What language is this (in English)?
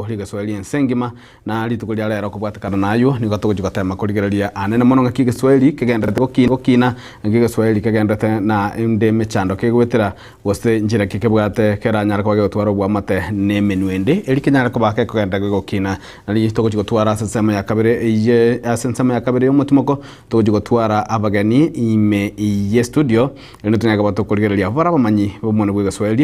Gusii